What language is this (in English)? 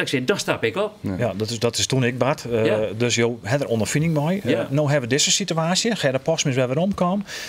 Western Frisian